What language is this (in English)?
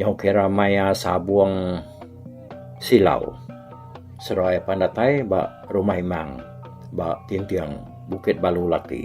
Iban